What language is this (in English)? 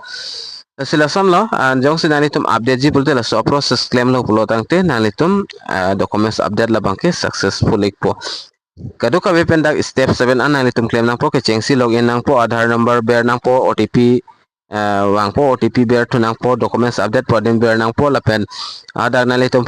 Karbi